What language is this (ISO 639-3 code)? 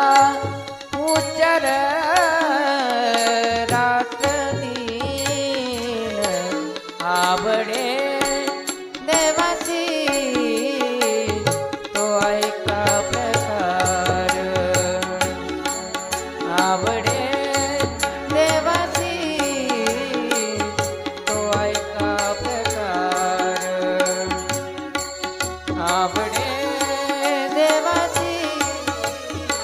mar